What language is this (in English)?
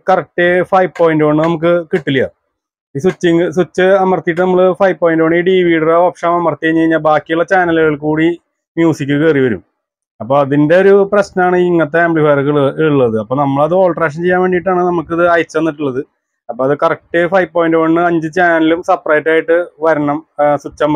Malayalam